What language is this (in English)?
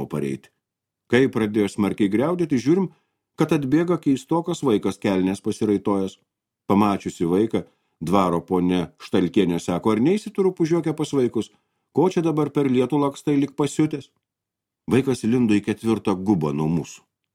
Lithuanian